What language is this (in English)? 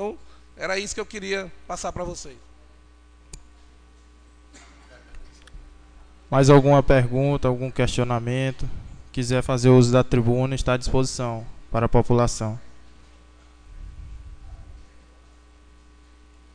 Portuguese